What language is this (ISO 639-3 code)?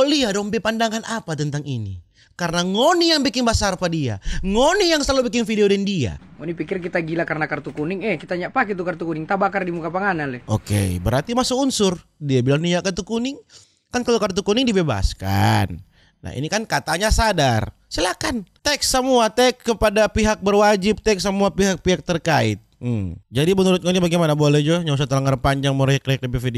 xmm